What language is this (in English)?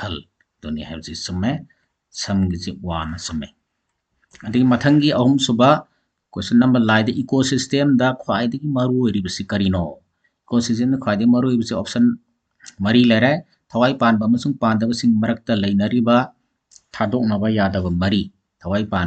Manipuri